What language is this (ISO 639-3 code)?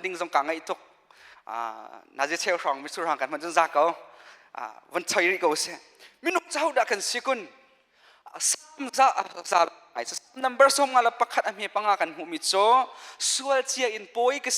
cnh